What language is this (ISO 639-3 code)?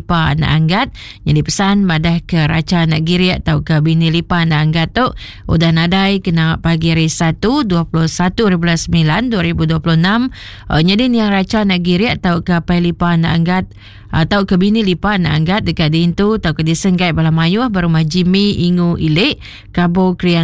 iba